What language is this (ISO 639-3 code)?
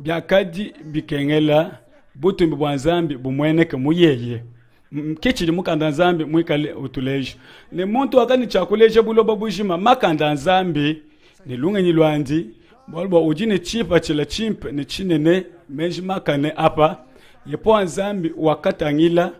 lua